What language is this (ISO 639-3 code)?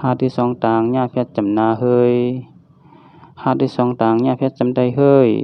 shn